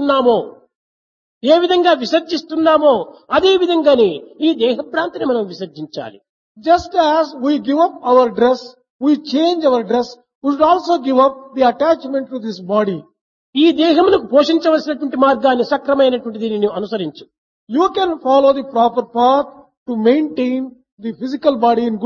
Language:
Telugu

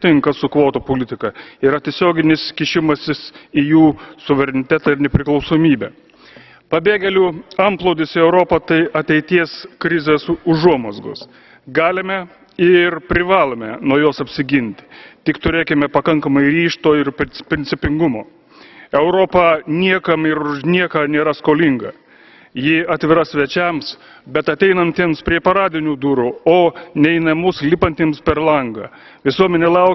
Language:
Lithuanian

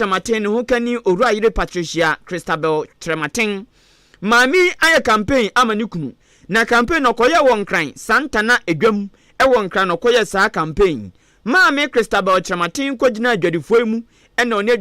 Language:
Akan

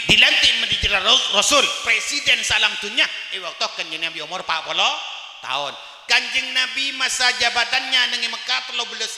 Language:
Madurese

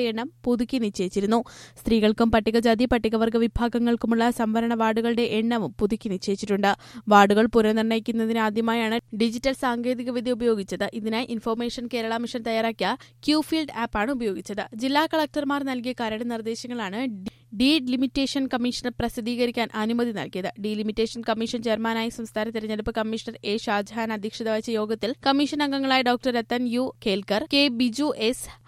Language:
Malayalam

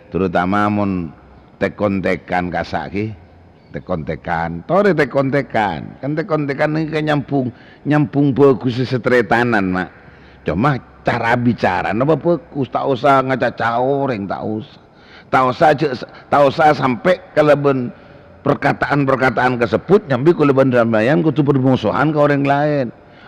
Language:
Madurese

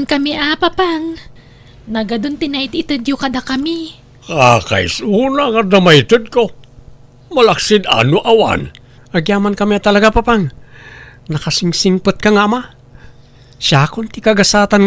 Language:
Iloko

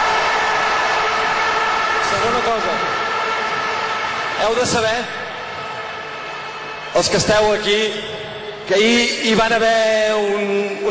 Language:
Catalan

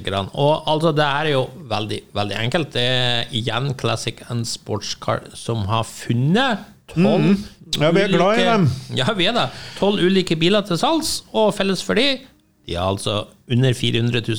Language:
Norwegian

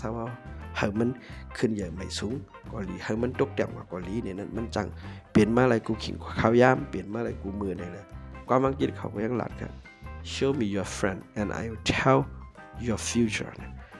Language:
Shan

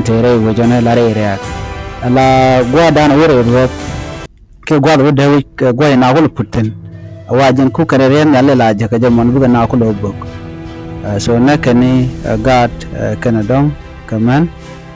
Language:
Nuer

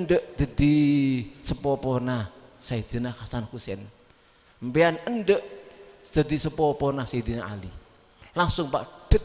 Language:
Madurese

